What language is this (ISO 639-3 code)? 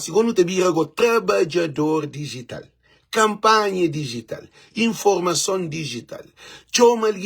kea